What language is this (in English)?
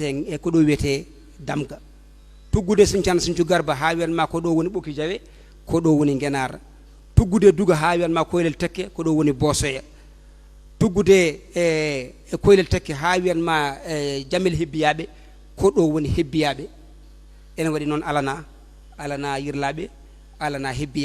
Fula